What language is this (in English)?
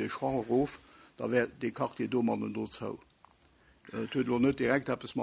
Luxembourgish